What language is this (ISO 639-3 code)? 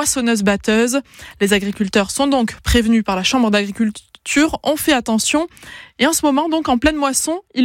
fra